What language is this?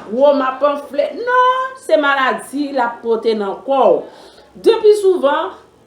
Haitian Creole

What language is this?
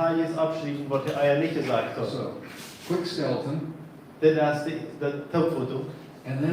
Plautdietsch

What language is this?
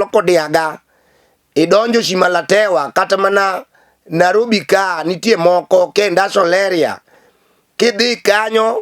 Luo (Kenya and Tanzania)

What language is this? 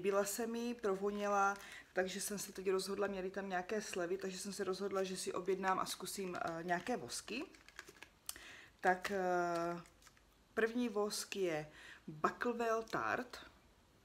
Czech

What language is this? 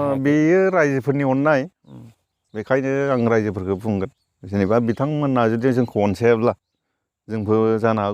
Bodo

